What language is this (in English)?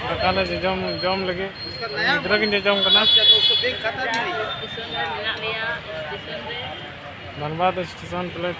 Santali